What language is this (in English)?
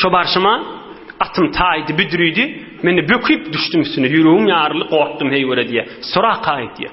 Turkmen